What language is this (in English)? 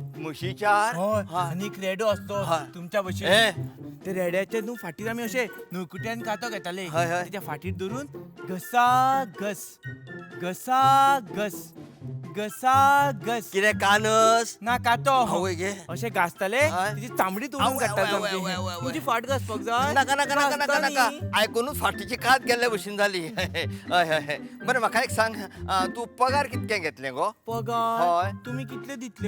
Konkani